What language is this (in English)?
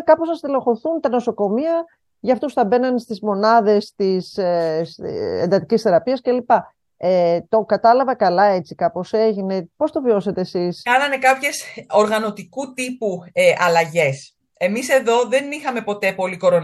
Greek